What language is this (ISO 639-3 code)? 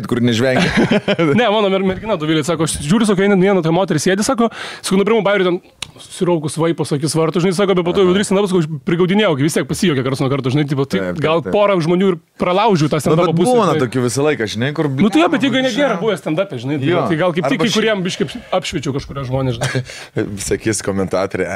lit